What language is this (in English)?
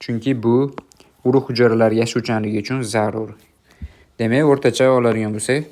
Uzbek